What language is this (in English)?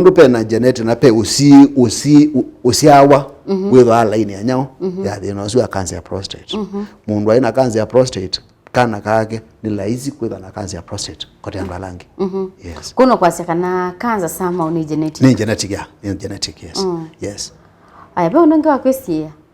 Kamba